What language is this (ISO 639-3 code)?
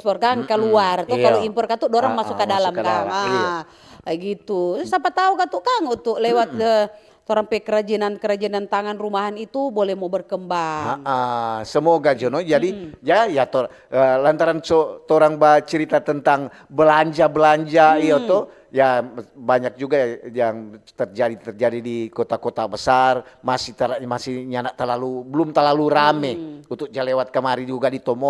xmm